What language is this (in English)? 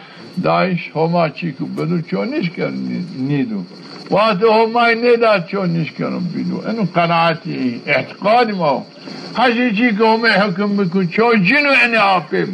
Zaza